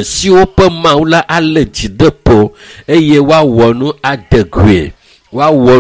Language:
Ewe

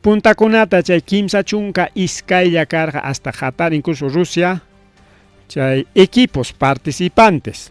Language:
Ayacucho Quechua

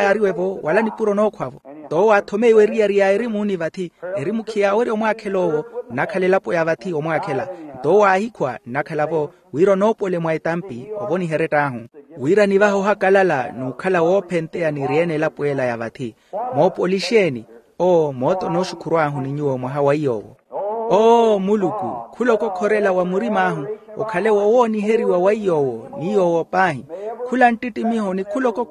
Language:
Makhuwa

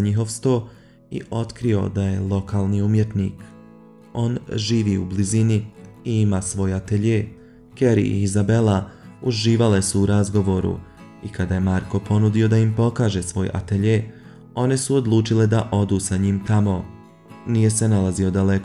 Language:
Bosnian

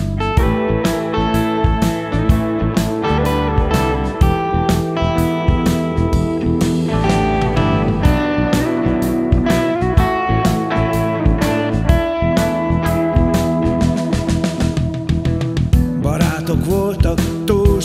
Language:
Hungarian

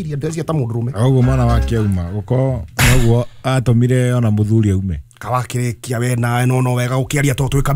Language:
Kikuyu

